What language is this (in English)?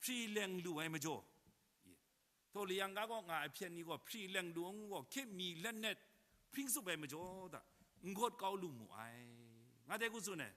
Kachin